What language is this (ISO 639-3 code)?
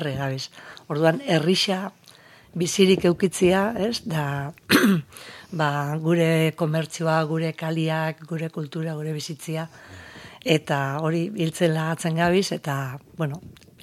eus